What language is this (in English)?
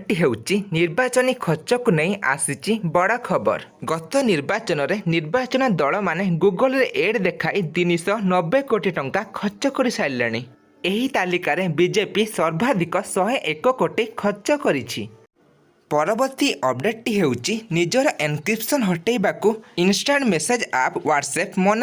Odia